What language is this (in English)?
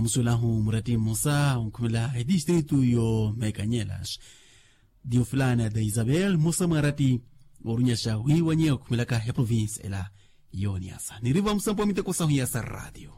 Makhuwa